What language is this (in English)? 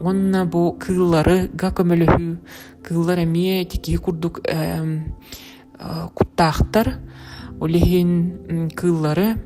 Yakut